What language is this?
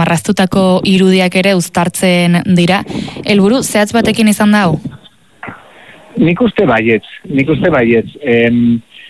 Basque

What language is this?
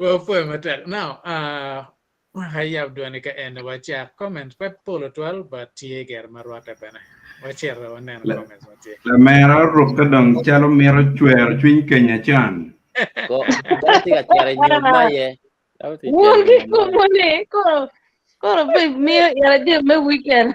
Acoli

